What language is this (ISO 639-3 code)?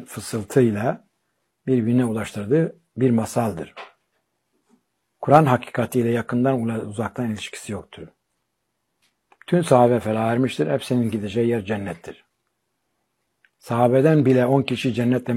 tur